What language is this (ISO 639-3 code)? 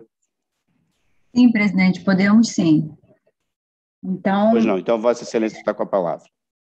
por